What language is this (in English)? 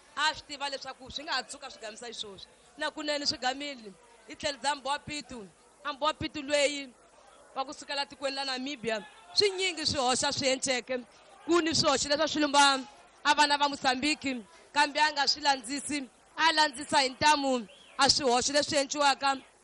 Tsonga